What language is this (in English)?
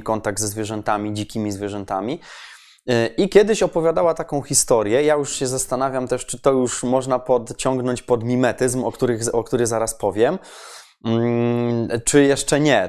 Polish